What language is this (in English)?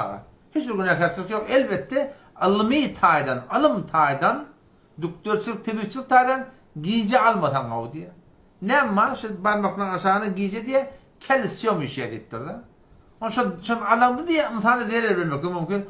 Turkmen